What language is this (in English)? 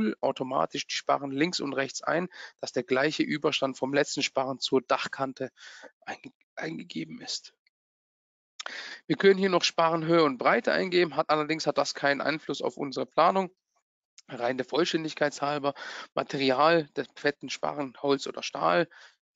German